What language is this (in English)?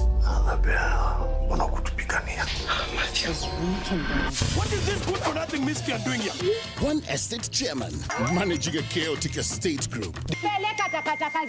Meru